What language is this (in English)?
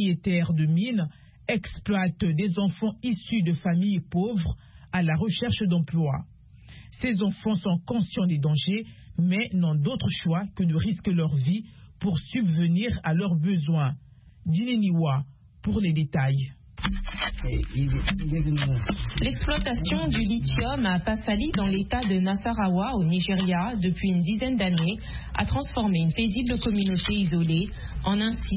French